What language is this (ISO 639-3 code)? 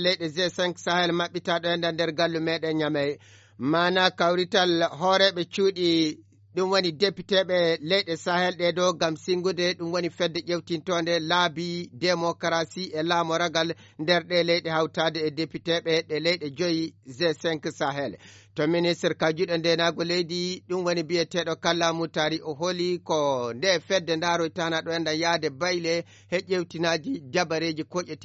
ful